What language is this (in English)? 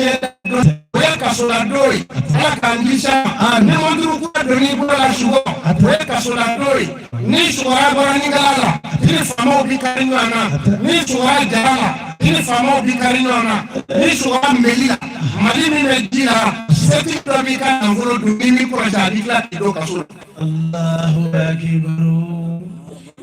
Bambara